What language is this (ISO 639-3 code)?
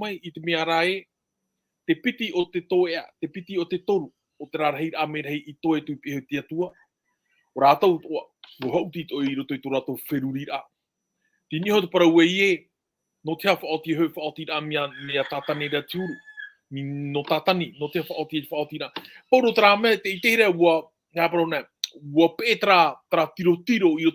tah